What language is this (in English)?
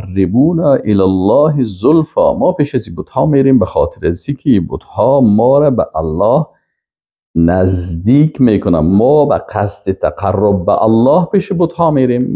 Persian